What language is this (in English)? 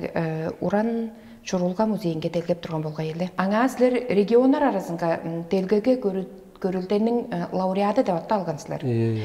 Tuvinian